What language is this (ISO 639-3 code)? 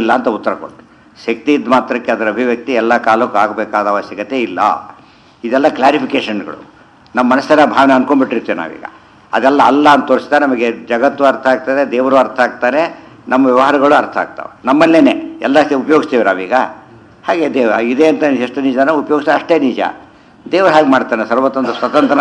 kan